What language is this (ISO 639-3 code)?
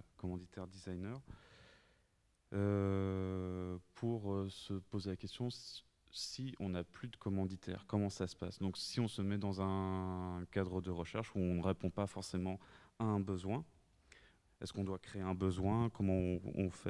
fra